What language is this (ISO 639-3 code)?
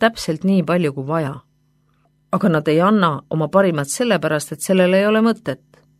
est